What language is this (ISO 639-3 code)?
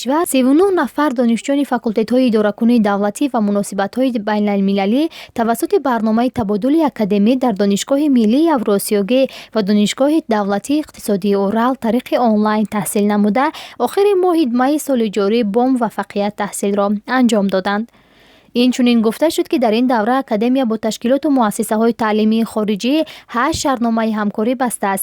tgk